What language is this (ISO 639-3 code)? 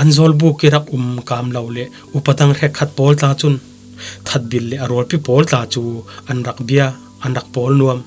cfm